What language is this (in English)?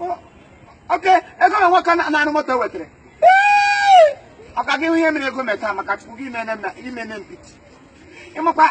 Igbo